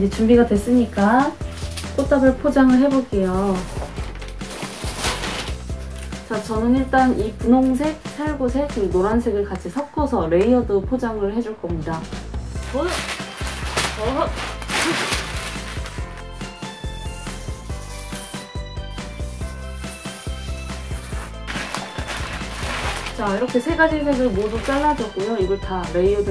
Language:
Korean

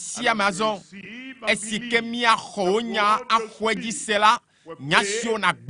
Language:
Ewe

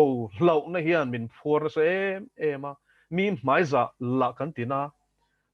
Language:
Mizo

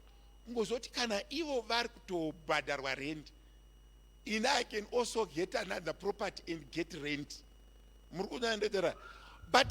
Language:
Shona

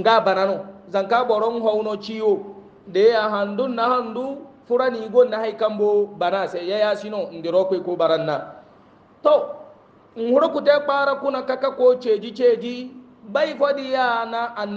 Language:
Hausa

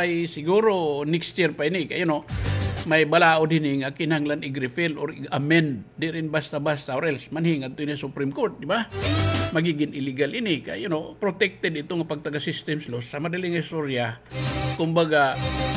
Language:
Waray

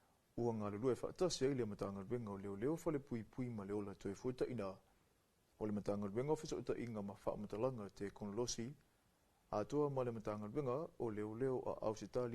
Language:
Samoan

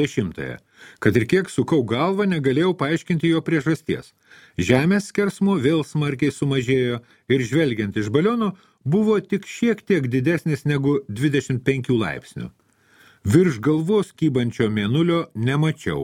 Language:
Lithuanian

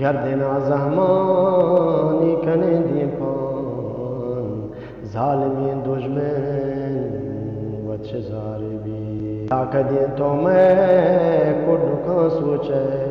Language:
Eastern Balochi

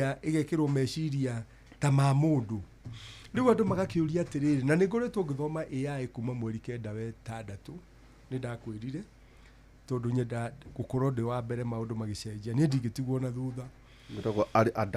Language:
Kikuyu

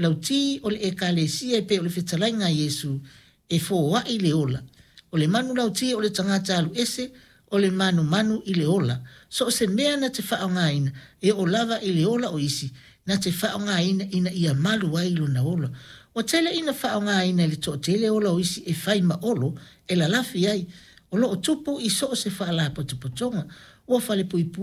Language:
Samoan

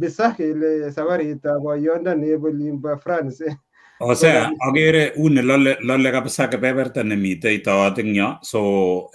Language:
Kalenjin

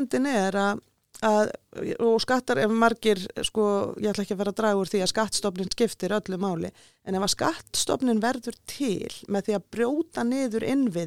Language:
Icelandic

